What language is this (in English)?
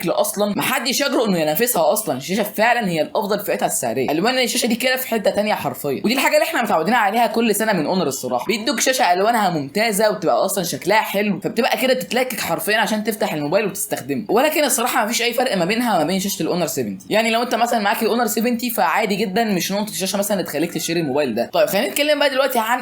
Egyptian Arabic